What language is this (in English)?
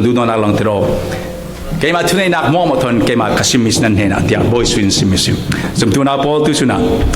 Falam Chin